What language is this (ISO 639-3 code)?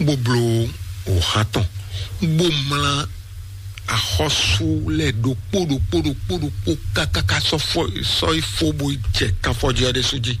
fon